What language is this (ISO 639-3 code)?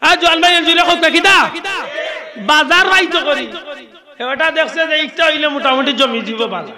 syl